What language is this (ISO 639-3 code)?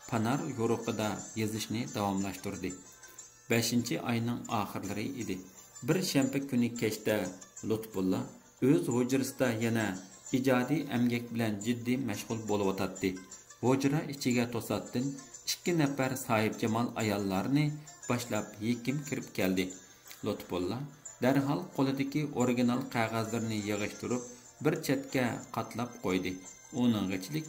uig